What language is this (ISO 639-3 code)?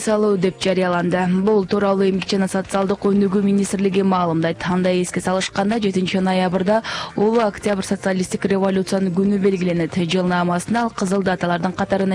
kir